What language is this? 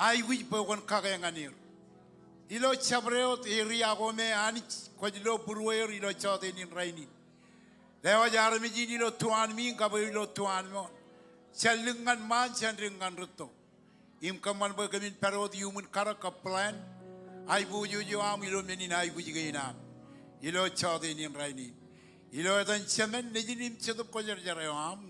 Marshallese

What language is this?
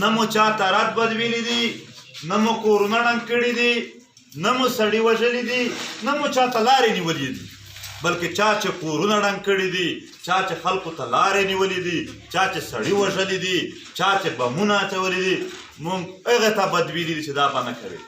Pashto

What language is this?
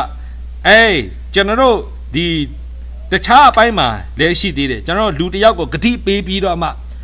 Burmese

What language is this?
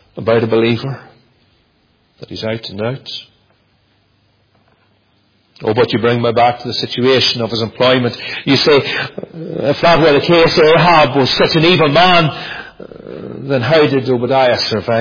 English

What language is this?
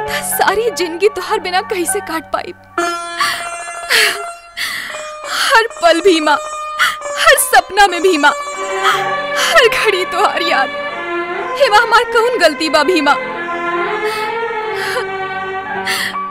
Bhojpuri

